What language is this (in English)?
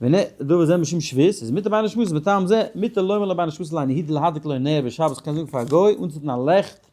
Yiddish